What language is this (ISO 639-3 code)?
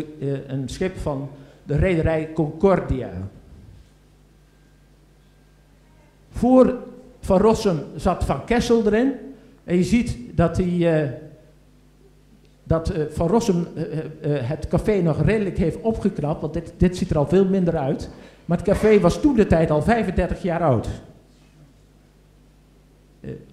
nld